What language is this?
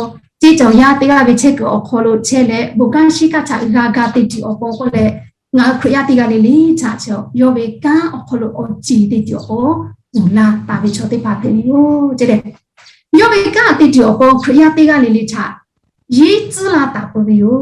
Lahu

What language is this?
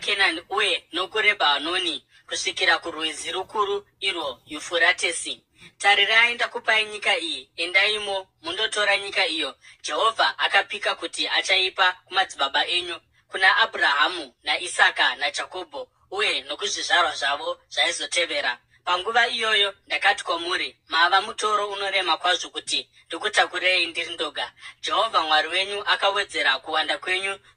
Shona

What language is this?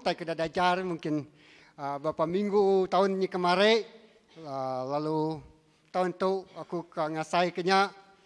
Iban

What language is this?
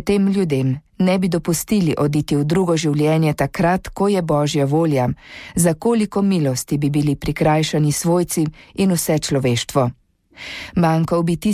Slovenian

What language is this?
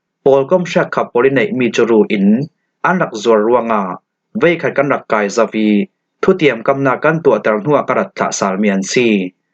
Falam Chin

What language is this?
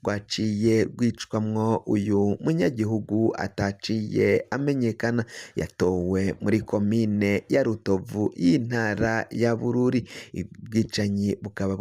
Rundi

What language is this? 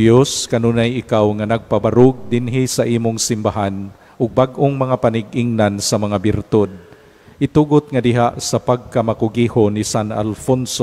Cebuano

